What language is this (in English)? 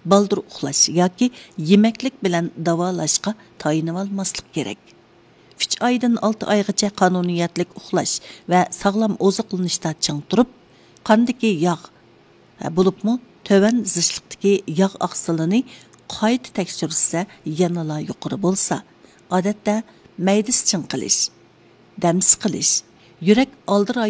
Uyghur